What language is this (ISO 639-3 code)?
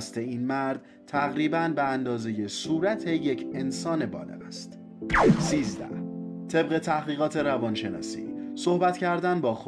fas